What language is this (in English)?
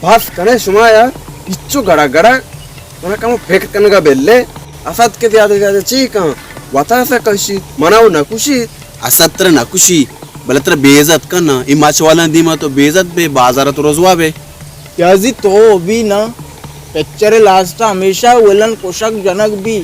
Baluchi